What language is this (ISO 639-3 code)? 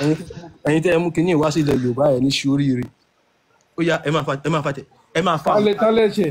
yor